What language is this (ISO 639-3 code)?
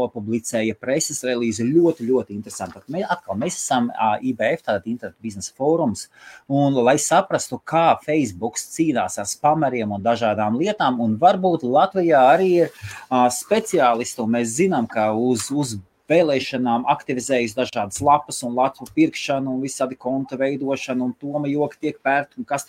lav